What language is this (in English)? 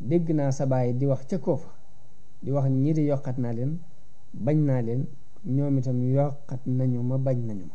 Wolof